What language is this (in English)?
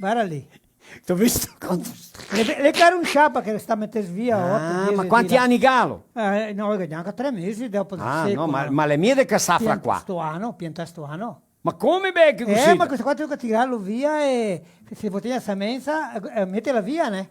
Venetian